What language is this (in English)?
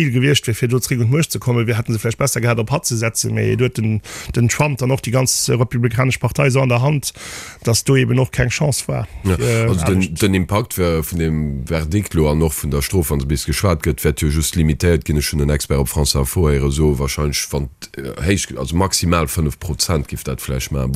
Luxembourgish